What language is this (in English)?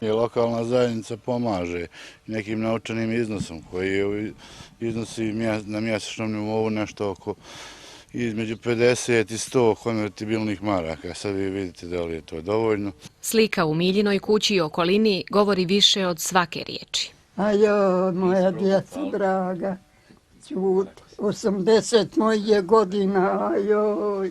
Bosnian